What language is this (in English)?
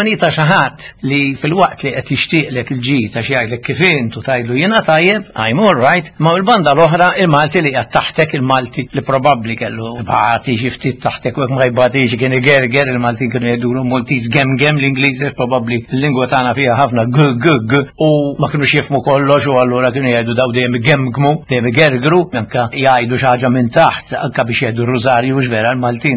Maltese